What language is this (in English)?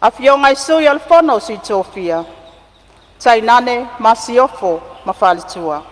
Samoan